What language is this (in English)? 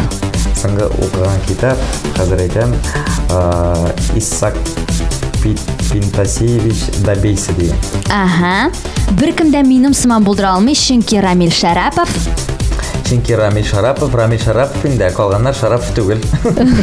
Tatar